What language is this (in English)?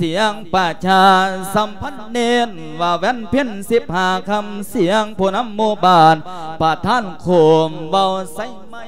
Lao